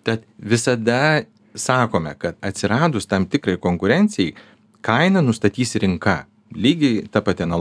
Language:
Lithuanian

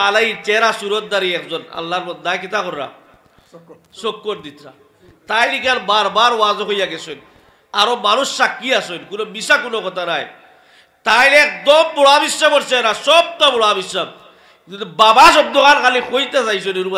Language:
Sylheti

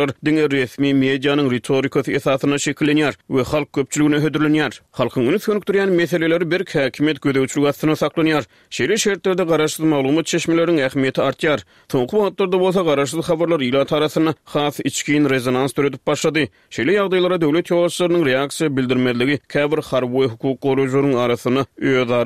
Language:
Turkmen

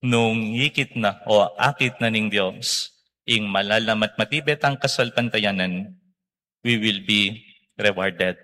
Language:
Pampanga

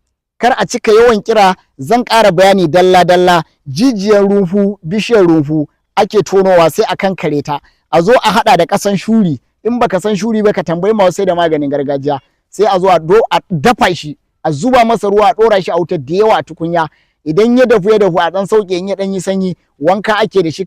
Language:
Hausa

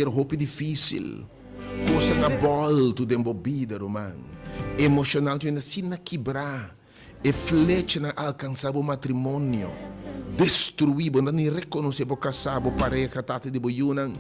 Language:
Papiamento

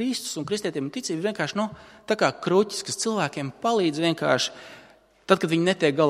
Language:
Latvian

